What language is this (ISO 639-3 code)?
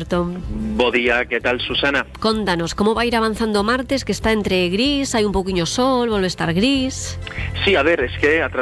glg